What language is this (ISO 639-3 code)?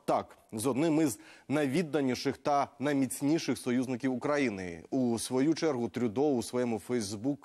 ukr